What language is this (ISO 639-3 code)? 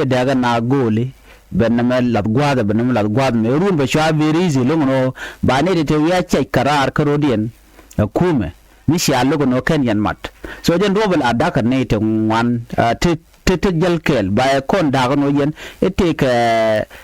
nus